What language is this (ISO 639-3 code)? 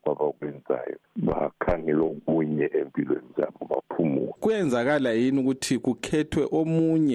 nde